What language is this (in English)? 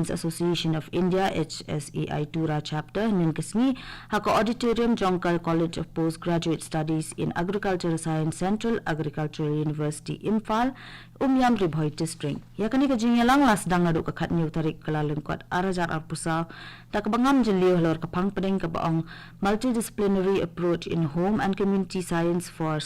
Khasi